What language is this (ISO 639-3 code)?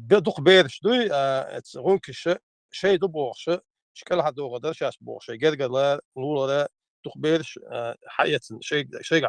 che